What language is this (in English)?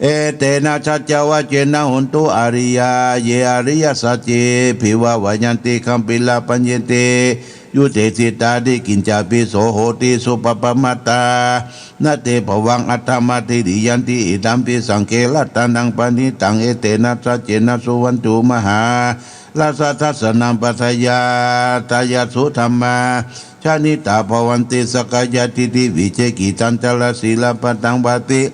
Pali